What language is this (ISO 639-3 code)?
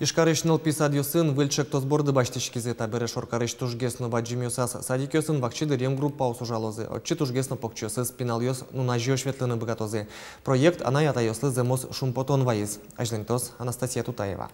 udm